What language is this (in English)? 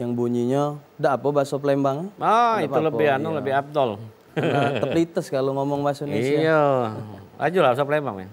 Musi